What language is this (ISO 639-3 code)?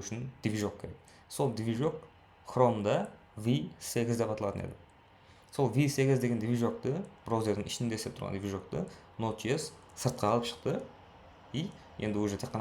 kaa